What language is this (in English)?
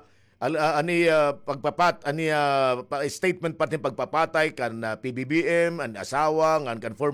Waray